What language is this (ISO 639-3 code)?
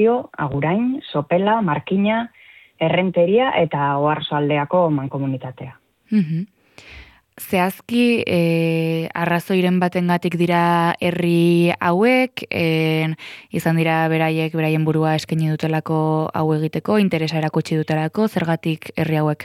eus